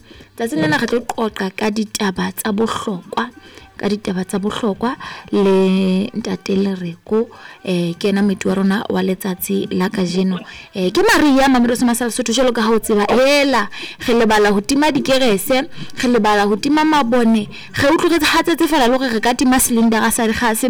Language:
Southern Sotho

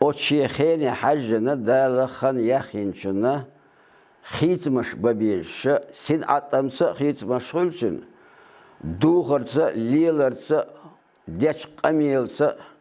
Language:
Chechen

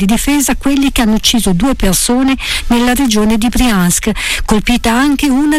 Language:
Italian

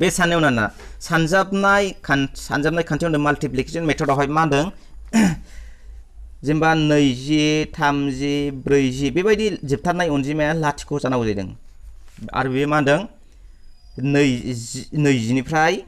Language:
Bodo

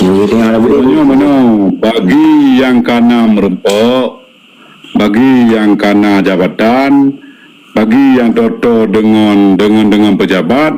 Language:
Achinese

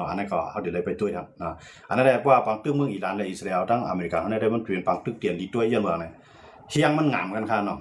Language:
Shan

